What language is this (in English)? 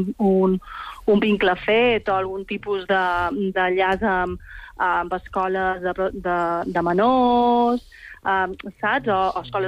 Catalan